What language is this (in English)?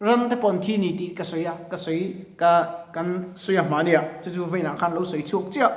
Mizo